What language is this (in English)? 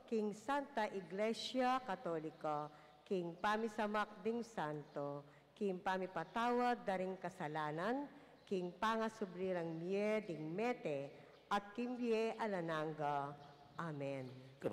Pampanga